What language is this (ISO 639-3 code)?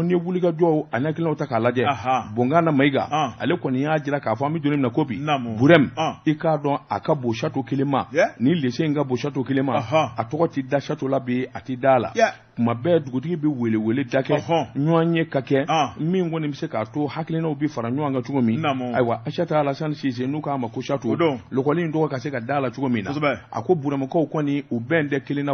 bam